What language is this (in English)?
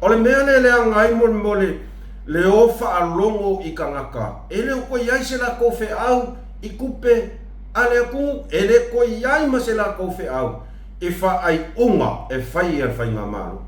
Samoan